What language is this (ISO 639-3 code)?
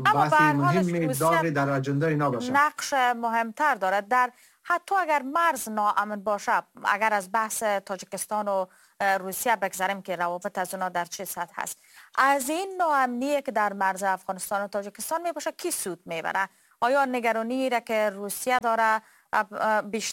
fas